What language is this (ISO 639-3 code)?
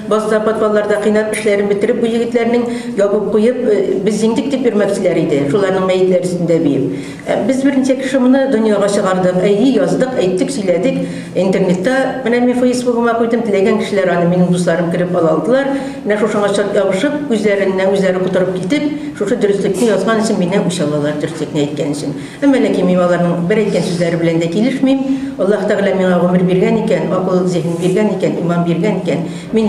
tat